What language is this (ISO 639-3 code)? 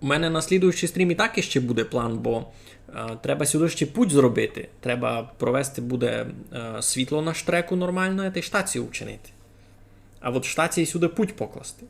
rue